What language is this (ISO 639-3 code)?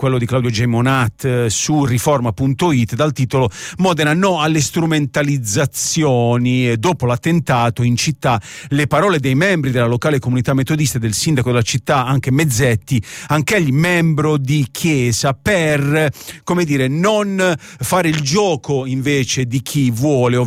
ita